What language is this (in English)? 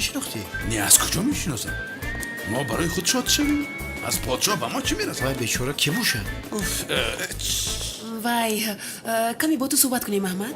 Tajik